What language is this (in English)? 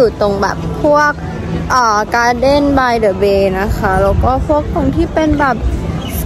Thai